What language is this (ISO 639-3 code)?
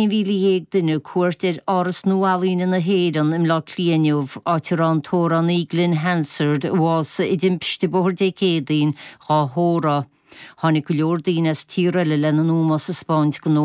gle